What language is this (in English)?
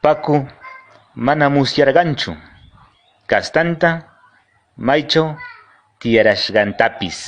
Quechua